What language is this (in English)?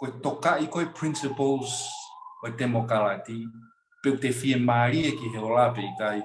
Tongan